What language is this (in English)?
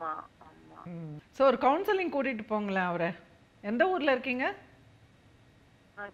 Tamil